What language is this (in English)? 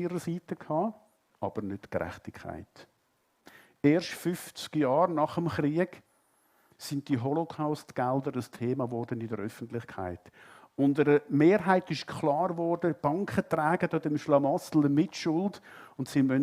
Swiss German